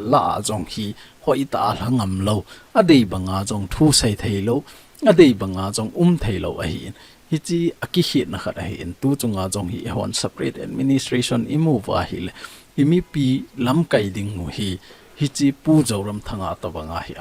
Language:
Thado Chin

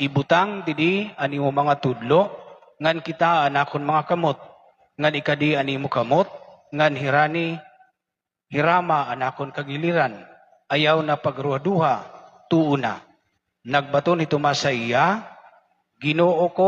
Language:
Waray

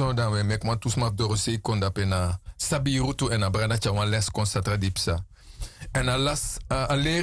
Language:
Sranan Tongo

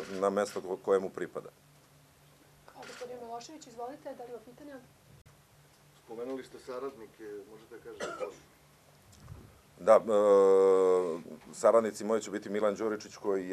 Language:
Serbian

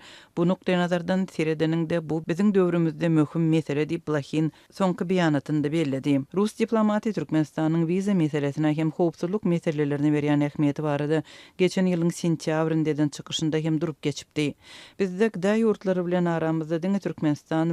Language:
Turkmen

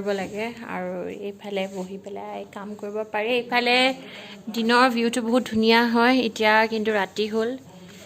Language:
Assamese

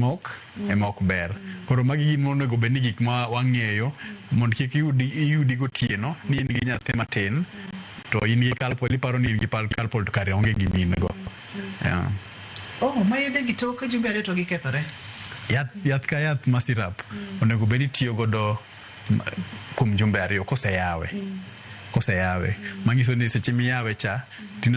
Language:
Luo (Kenya and Tanzania)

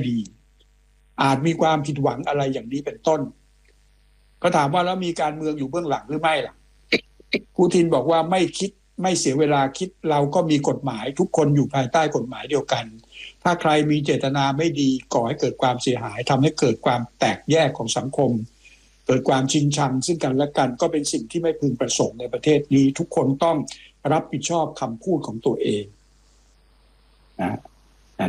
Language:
Thai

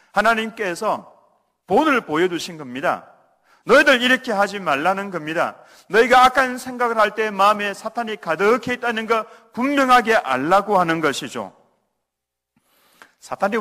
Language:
Korean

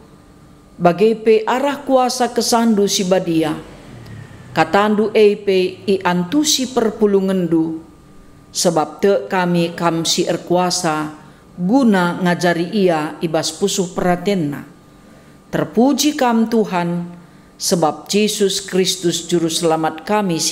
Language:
Batak Karo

